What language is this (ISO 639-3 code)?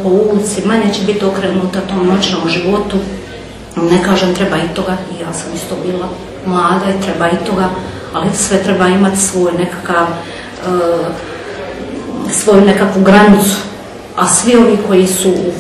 hrv